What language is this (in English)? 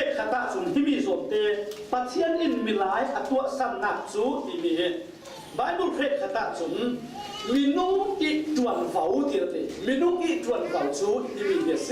Falam Chin